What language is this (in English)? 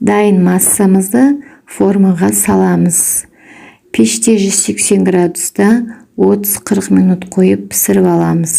Kazakh